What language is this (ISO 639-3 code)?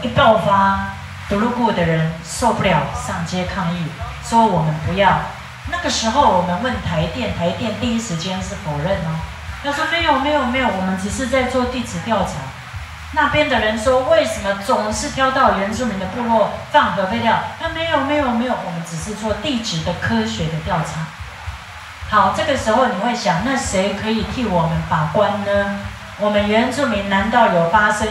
zho